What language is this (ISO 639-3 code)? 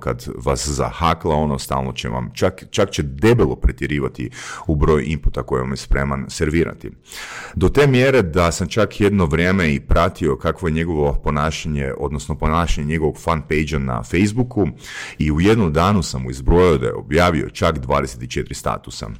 hrv